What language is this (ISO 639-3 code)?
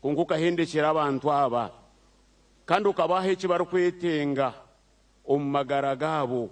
nyn